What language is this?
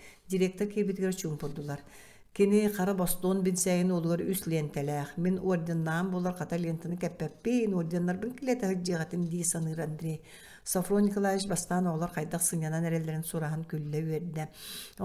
Yakut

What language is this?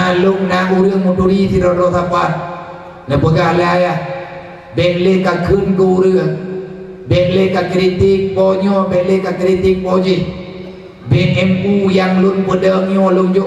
Achinese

